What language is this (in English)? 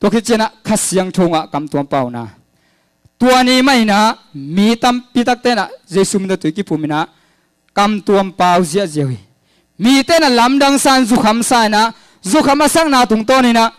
Tedim Chin